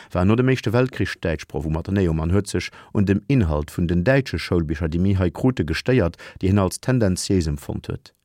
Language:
Luxembourgish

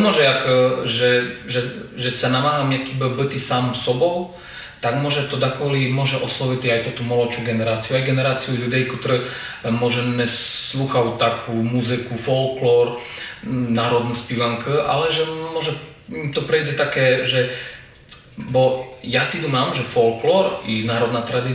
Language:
Rusyn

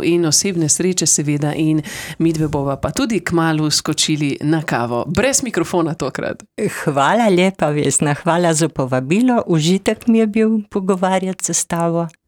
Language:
Slovenian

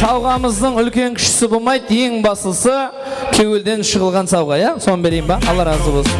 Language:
Kara-Kalpak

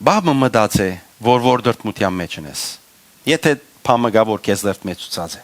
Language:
Western Armenian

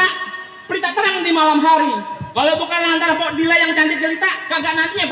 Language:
Betawi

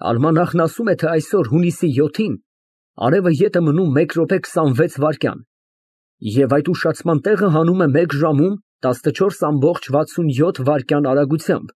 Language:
Armenian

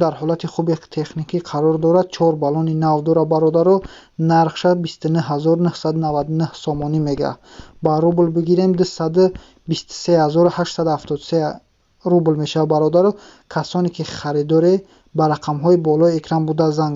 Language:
Tajik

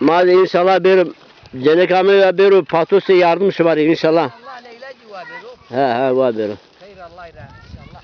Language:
Zaza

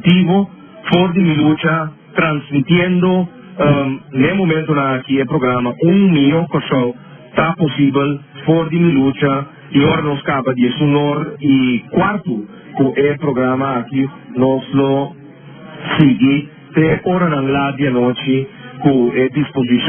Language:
Papiamento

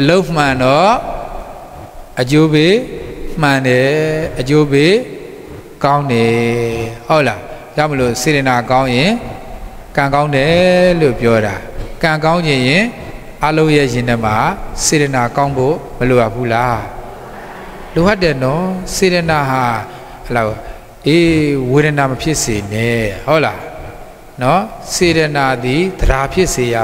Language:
Burmese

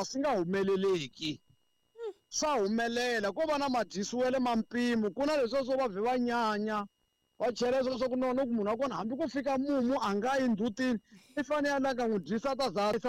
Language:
Tsonga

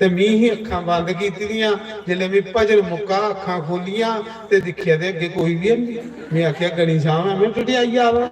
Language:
Dogri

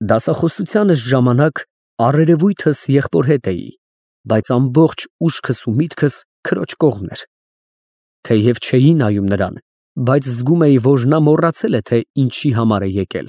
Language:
Armenian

